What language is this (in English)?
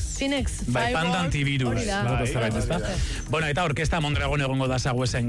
Basque